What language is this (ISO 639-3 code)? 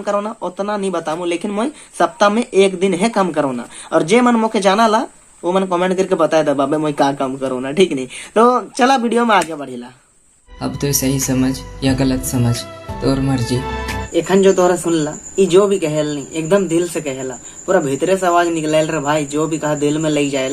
sck